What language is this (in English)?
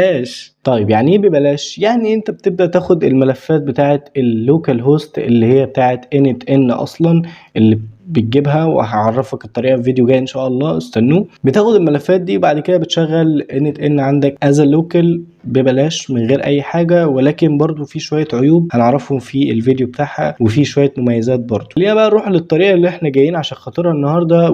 Egyptian Arabic